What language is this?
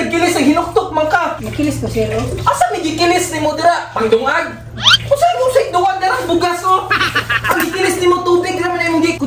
Cebuano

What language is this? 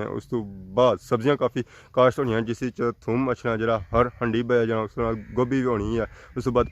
Pahari-Potwari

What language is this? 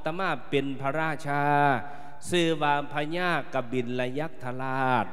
Lao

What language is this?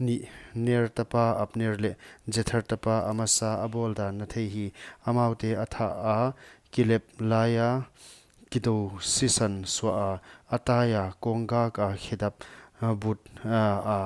Paite Chin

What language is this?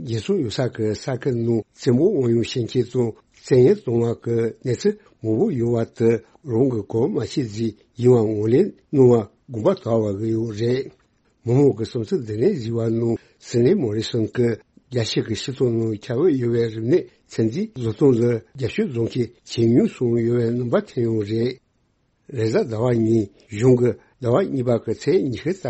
Tibetan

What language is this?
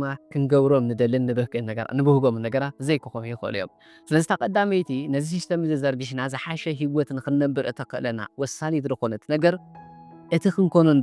Tigrinya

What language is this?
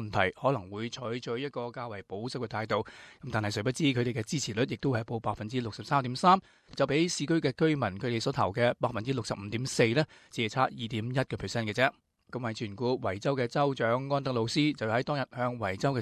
Cantonese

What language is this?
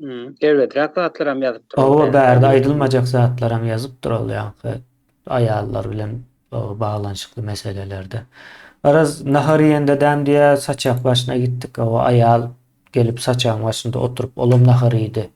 Turkmen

